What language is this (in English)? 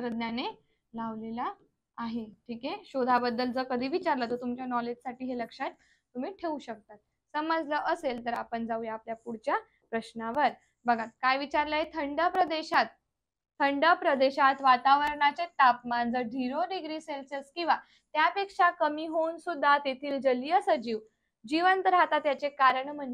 Marathi